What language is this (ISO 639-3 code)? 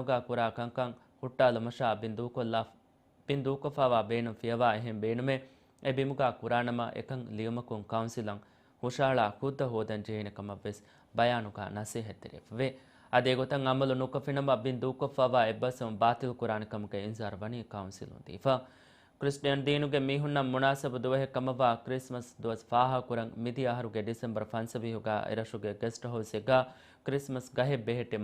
div